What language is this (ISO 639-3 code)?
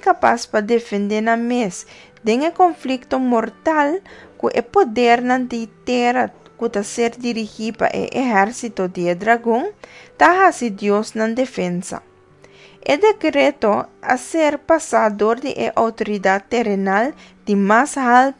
pap